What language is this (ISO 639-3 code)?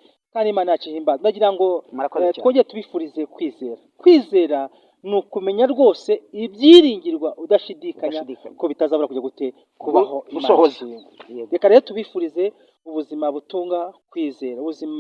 kin